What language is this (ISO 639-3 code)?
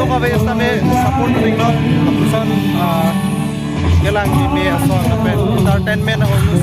mjw